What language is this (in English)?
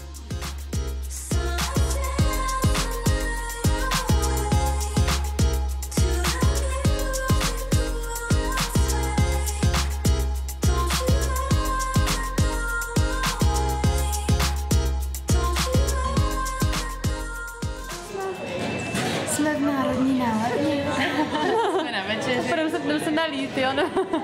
Czech